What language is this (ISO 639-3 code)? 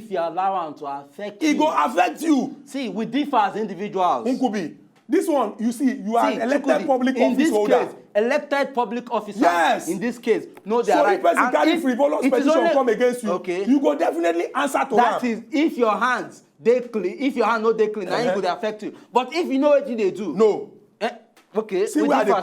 pcm